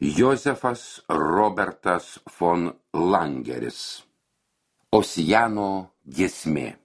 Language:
Lithuanian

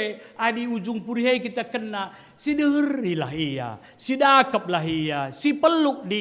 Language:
Batak Karo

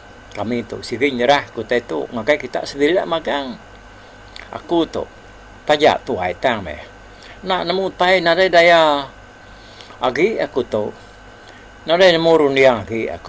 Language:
Iban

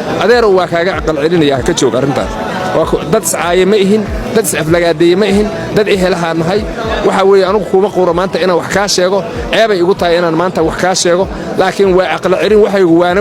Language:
Somali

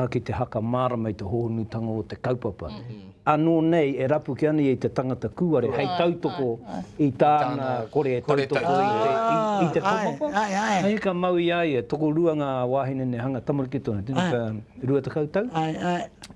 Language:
Māori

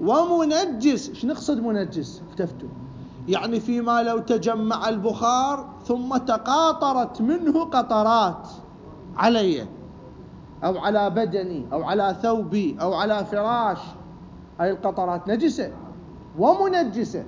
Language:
Mesopotamian Arabic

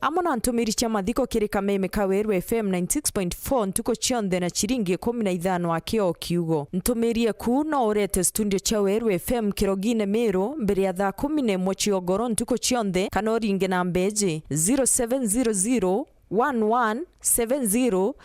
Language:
Meru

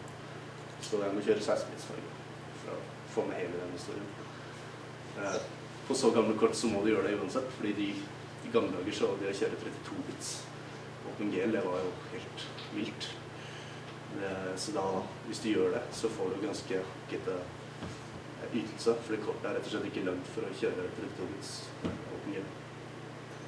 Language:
Norwegian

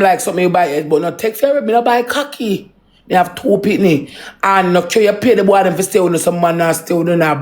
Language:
Jamaican Creole English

